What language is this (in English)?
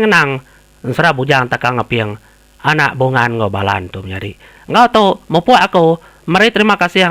Iban